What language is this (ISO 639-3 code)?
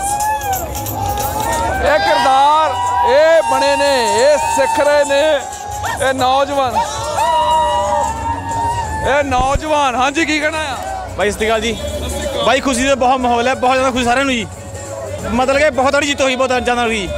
pan